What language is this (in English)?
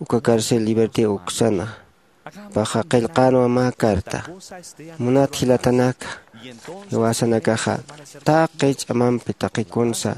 Aymara